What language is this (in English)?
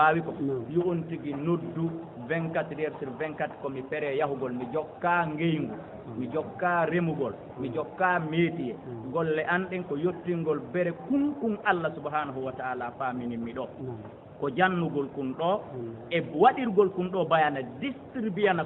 Fula